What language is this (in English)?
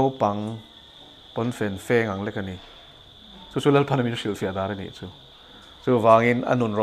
Mizo